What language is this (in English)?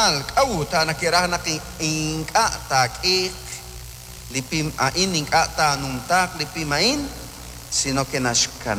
Kekchí